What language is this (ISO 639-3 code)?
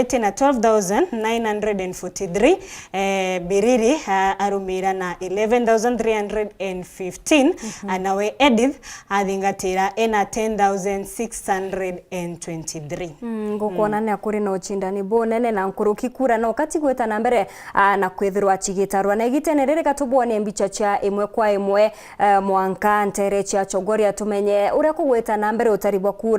mer